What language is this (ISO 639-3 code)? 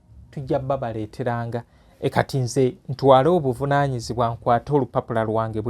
lug